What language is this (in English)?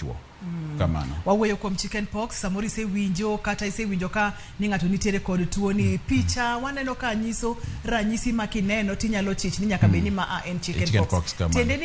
Luo (Kenya and Tanzania)